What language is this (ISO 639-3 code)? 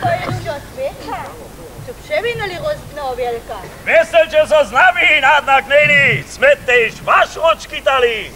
hsb